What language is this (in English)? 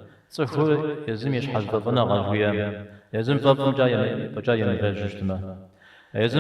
Kabardian